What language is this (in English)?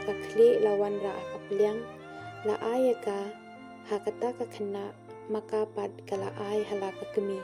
Khasi